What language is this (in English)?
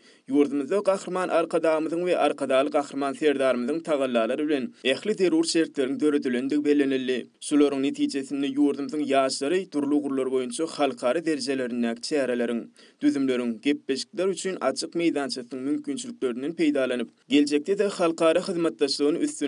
Turkmen